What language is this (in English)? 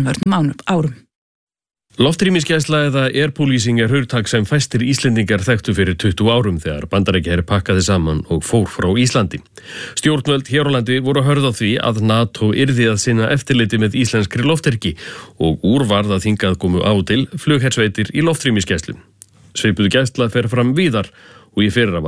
Icelandic